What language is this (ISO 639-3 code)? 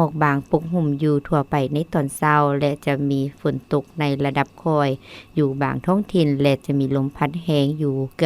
lao